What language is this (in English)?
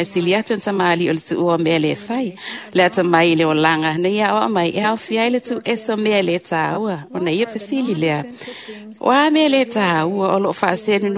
Samoan